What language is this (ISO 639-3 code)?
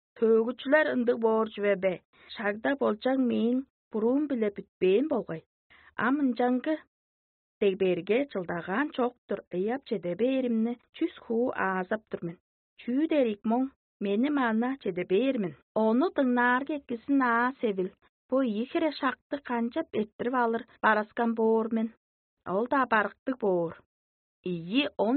tyv